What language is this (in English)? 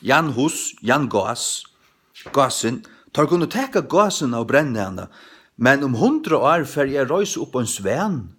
Faroese